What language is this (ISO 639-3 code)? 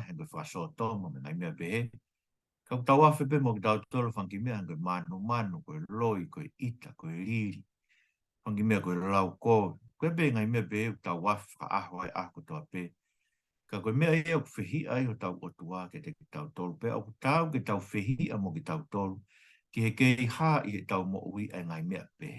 ton